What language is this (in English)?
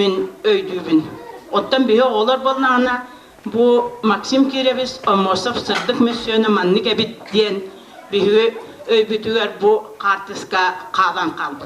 Yakut